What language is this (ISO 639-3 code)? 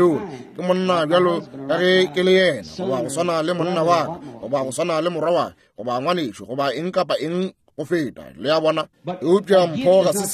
nso